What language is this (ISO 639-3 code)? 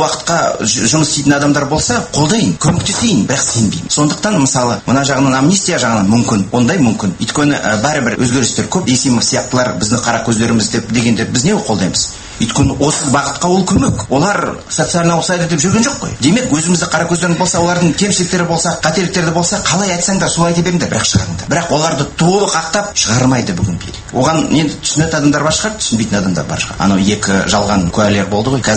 kaz